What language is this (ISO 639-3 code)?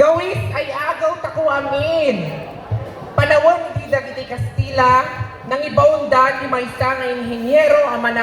ilo